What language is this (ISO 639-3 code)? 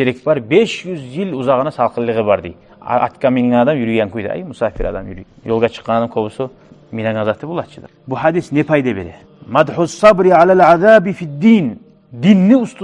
kum